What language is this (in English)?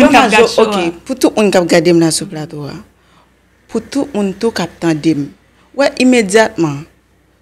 Haitian Creole